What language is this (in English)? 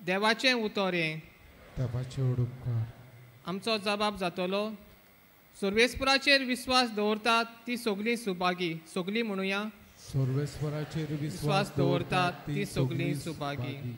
Konkani